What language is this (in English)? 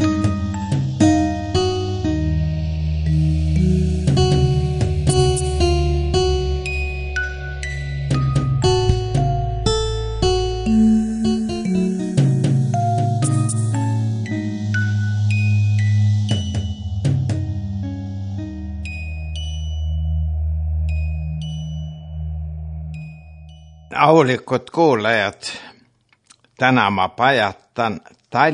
Estonian